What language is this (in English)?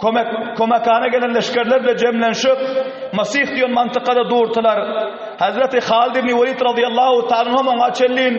Turkmen